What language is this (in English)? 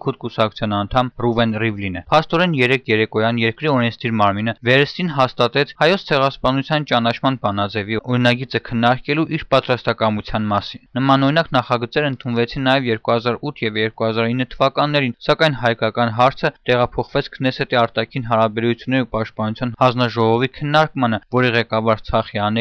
Armenian